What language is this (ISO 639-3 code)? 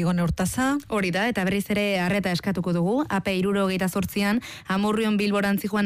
eus